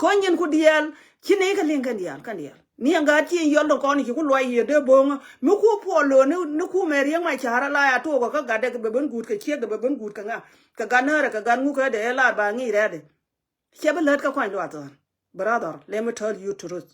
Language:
Nuer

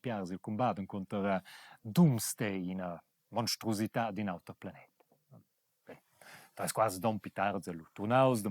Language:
Romansh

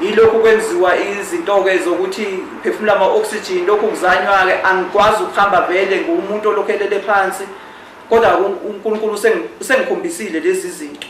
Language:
Zulu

